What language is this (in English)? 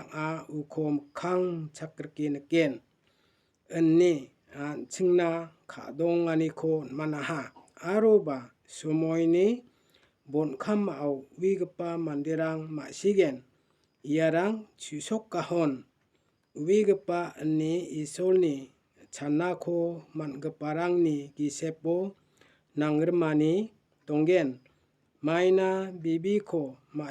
Garo